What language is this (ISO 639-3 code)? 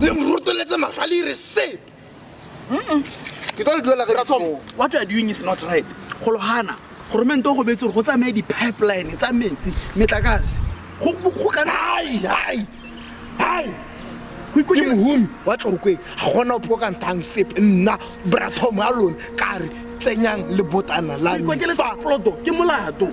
tsn